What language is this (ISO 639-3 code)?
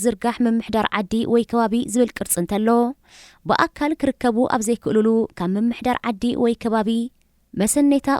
tir